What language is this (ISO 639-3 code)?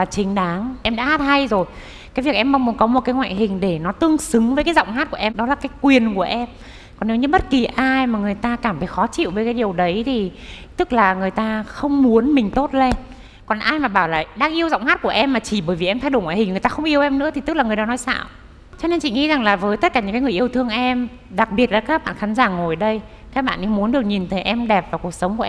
vie